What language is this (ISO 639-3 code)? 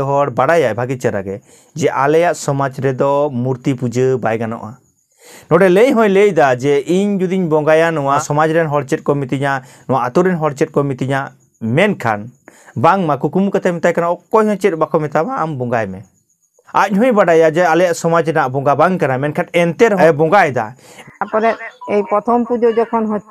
sat